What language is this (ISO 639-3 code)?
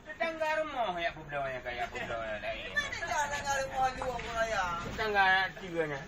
ace